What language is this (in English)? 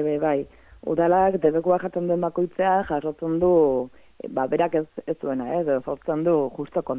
Basque